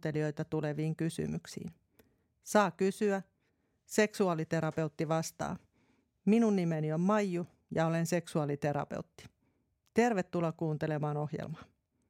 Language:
Finnish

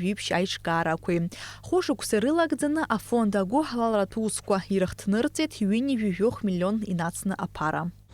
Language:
Abkhazian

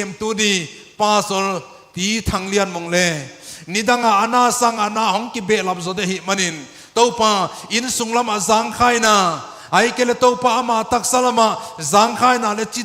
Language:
Paite Chin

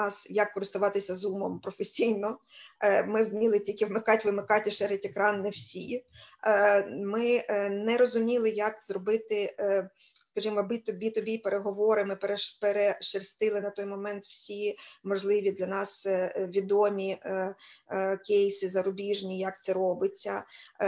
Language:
Ukrainian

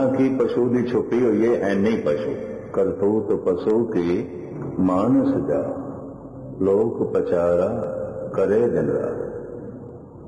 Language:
Punjabi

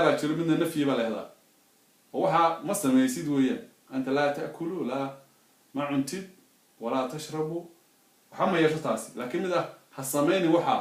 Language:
Somali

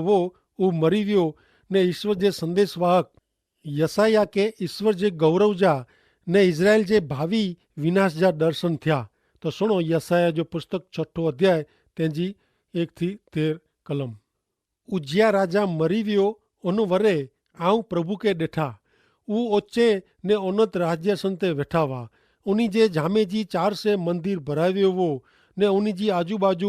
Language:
Kachhi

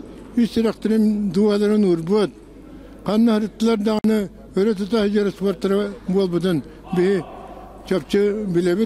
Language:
Yakut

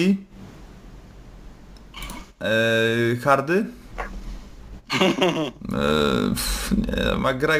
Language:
Polish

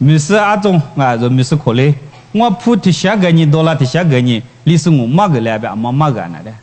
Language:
Lisu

